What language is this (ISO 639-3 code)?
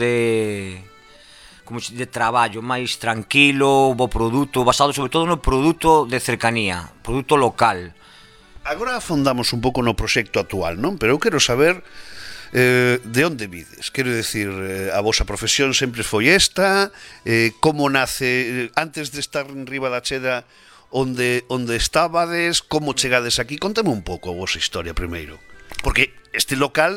glg